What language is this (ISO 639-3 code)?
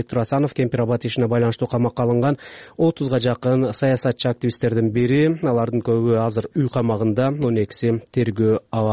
kir